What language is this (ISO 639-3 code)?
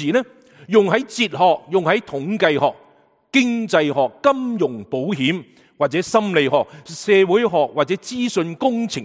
yue